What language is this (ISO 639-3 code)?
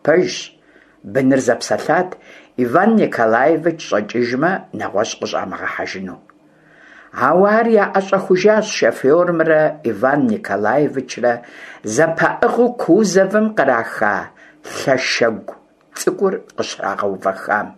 kbd